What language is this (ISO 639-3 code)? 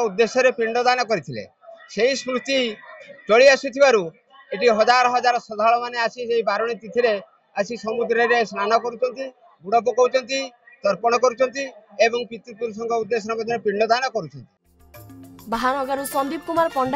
ori